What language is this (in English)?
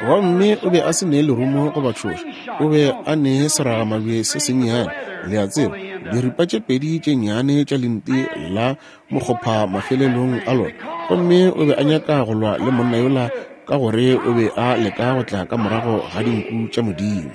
Northern Sotho